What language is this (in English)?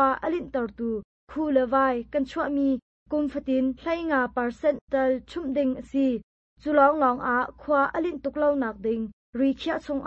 Hakha Chin